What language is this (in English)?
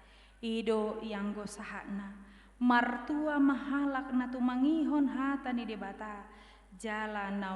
Batak Toba